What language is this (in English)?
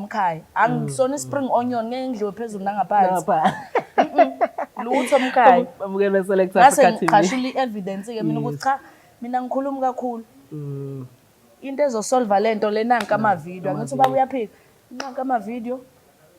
Zulu